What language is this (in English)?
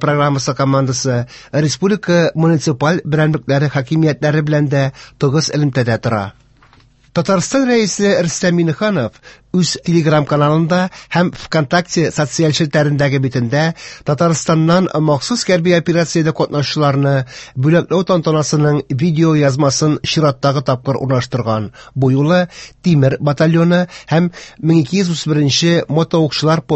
Tatar